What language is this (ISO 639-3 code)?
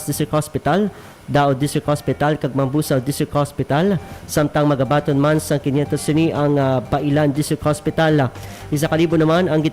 hil